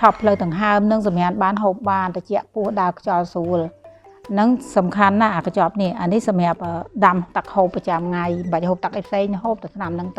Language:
Khmer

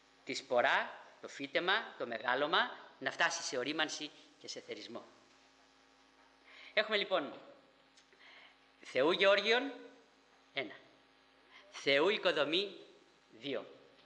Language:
Greek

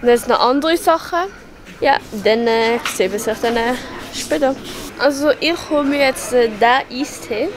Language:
Swiss German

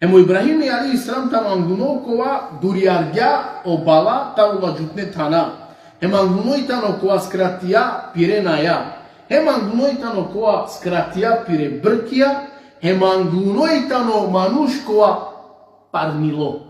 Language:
Balkan Romani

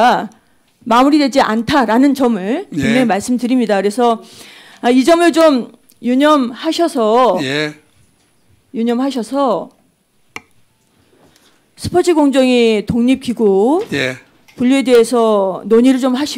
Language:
Korean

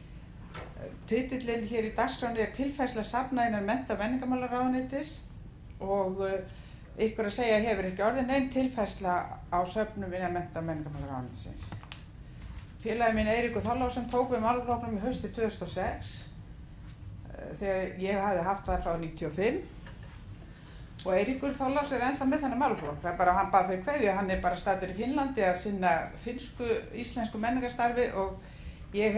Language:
Icelandic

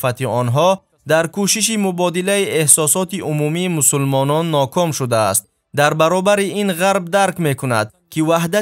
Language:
Tajik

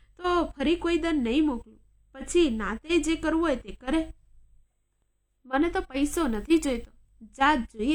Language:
Gujarati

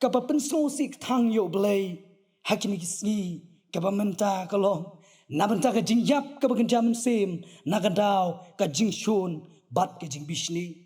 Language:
Khasi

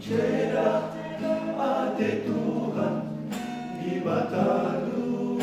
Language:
Batak Karo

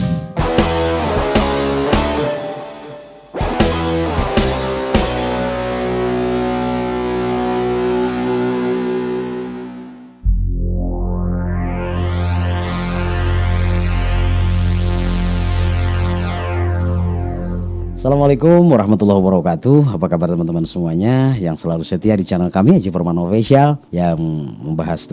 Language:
Indonesian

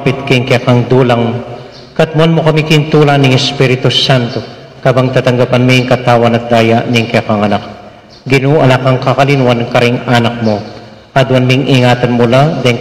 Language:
Pampanga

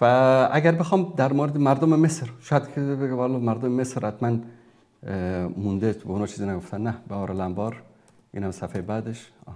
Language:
Persian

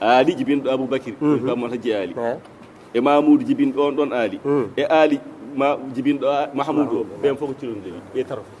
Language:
Fula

